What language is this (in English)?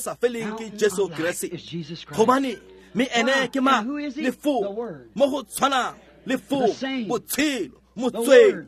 Tswana